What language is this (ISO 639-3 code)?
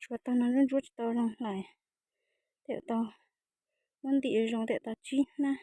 hmn